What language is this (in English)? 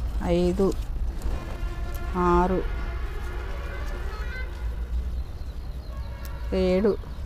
Telugu